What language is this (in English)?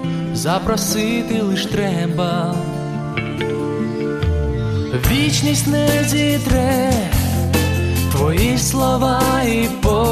Ukrainian